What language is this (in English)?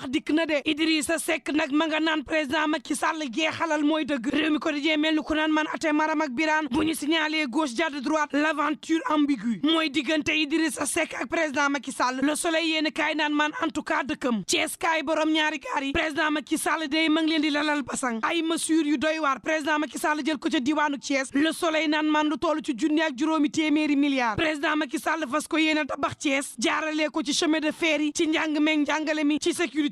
Wolof